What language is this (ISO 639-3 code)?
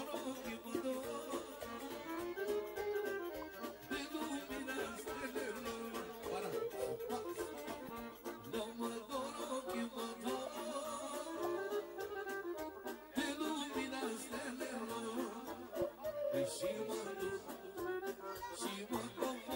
ron